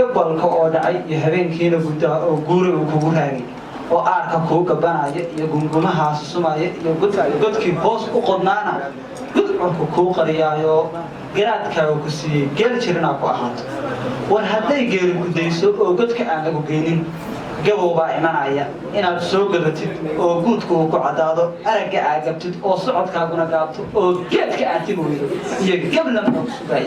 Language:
Somali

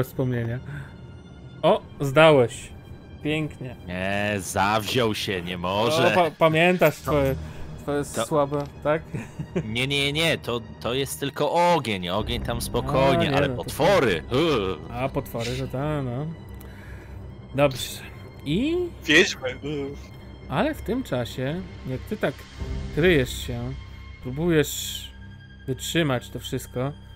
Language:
Polish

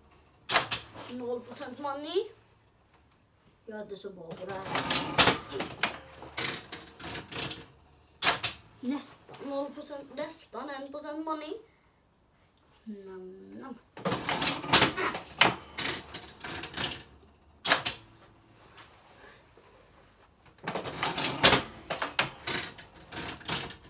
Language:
Swedish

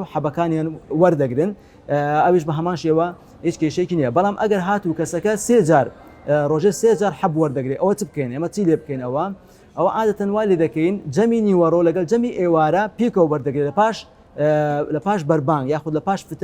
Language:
Central Kurdish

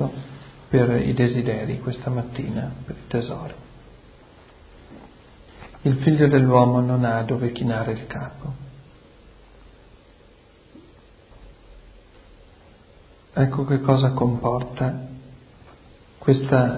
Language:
Italian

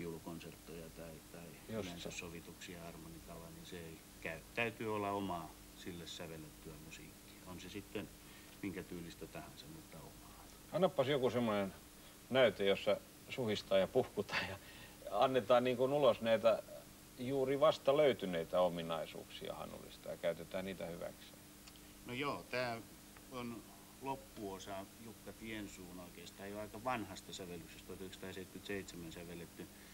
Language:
Finnish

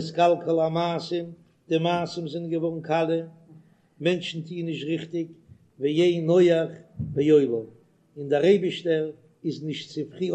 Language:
Yiddish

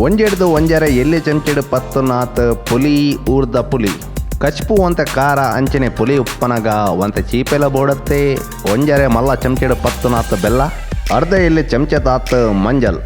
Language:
Tulu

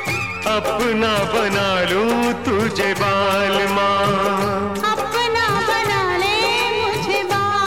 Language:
Hindi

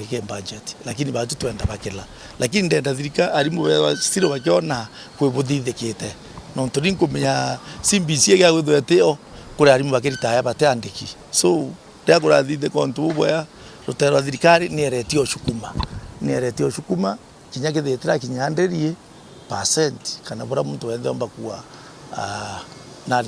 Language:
Meru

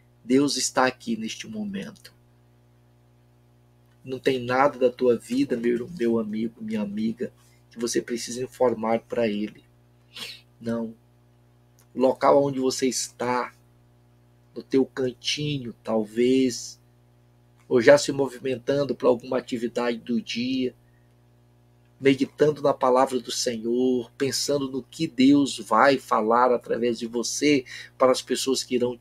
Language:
Portuguese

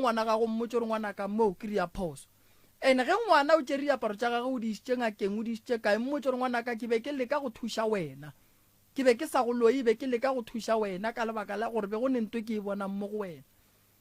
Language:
Northern Sotho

